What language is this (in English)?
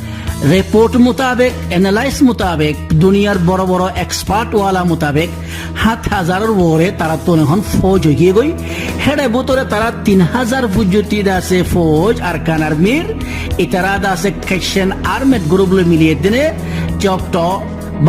Rohingya